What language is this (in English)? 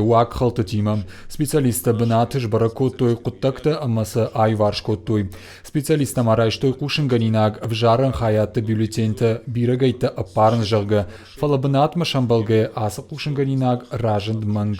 Ossetic